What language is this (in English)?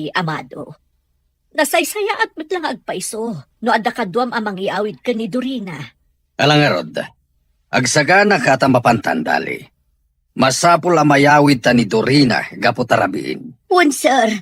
Iloko